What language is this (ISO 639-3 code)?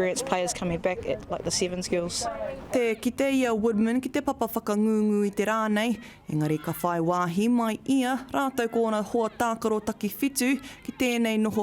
mri